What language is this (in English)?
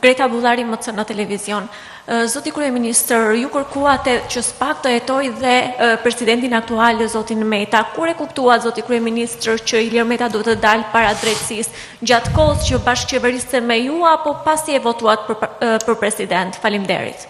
Albanian